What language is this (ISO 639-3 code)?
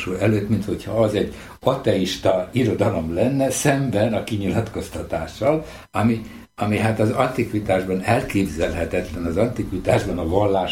hun